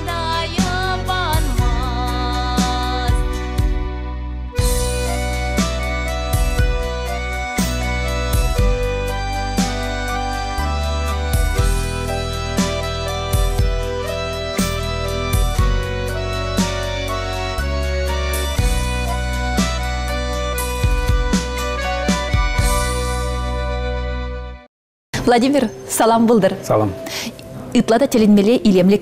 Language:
Chuvash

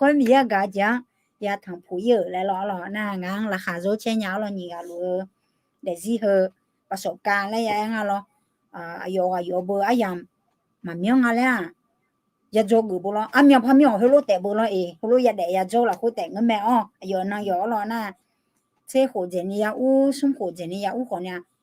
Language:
Akha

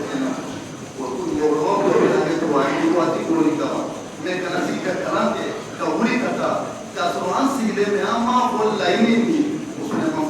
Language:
Bambara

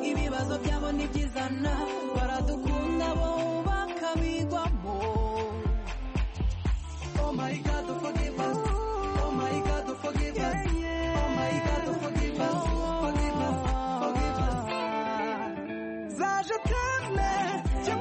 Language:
Kinyarwanda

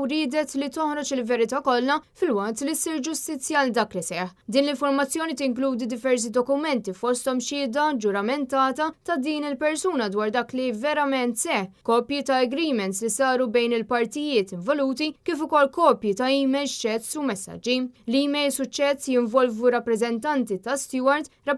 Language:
Maltese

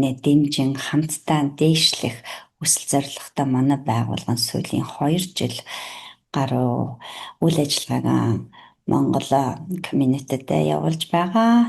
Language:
Mongolian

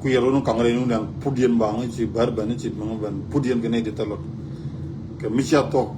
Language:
Nuer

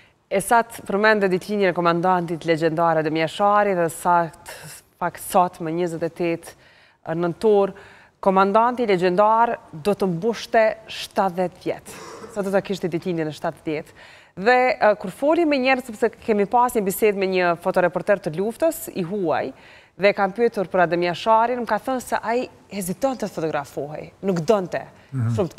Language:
Albanian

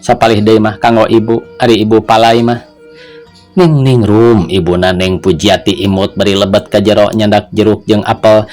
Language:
Sundanese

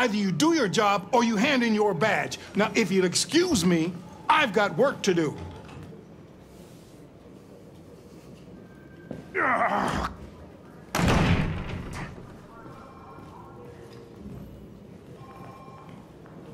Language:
English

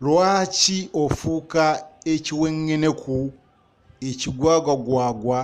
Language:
Ganda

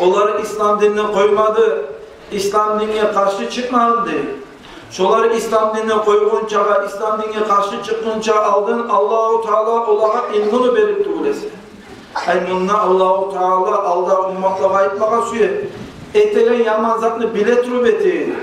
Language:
Kumyk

